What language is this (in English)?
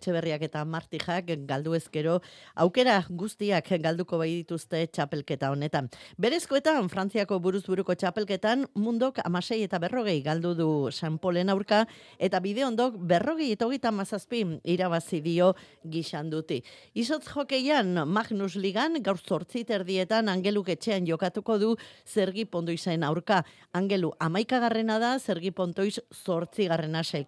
Basque